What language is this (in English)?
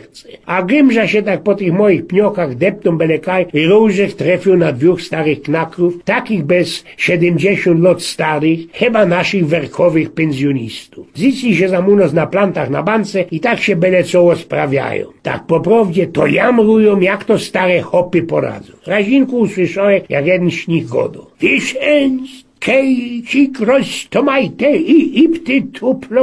Silesian